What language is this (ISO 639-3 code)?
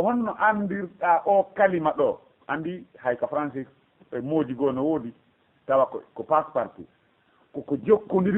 ful